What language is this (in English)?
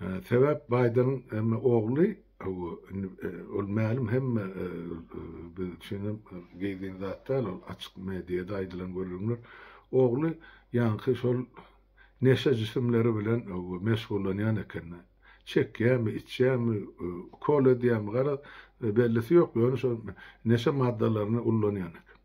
Turkmen